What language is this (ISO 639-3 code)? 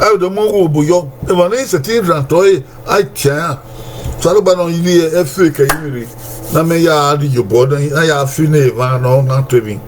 bin